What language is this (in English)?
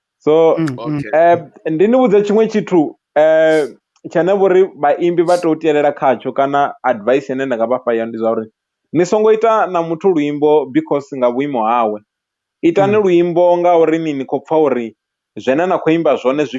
Venda